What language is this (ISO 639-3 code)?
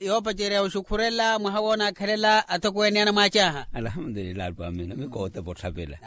vmw